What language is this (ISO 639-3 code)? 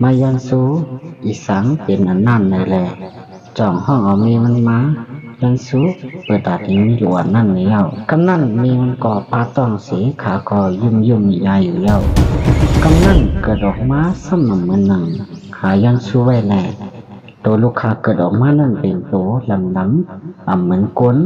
shn